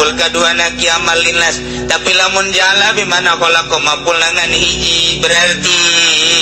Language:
Sundanese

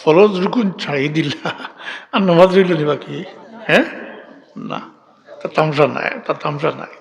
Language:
Sylheti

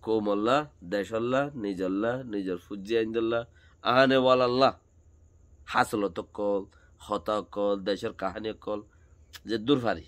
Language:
Rohingya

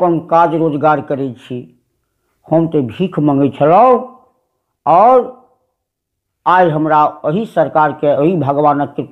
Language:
Maithili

